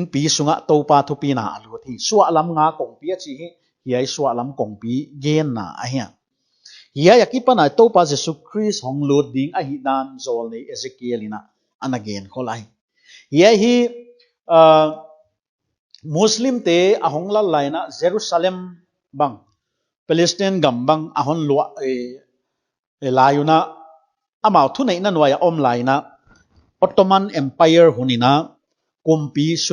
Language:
Paite Chin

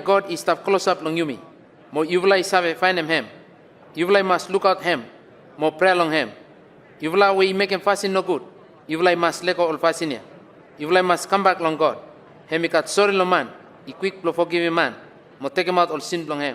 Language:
Bislama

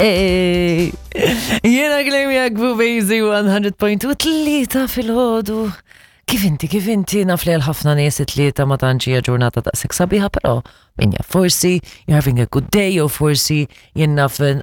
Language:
Maltese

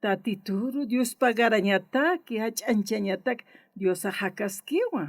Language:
Aymara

